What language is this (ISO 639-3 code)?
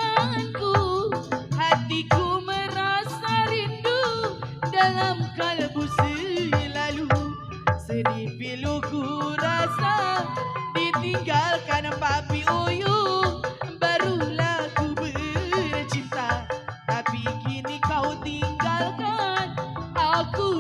bew